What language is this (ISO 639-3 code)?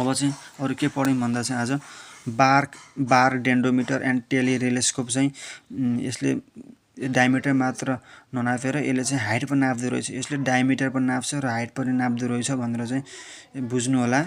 nep